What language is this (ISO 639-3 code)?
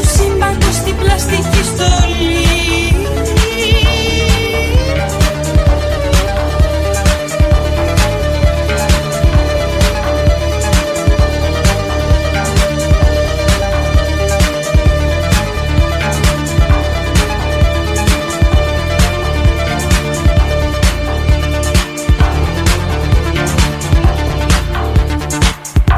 ell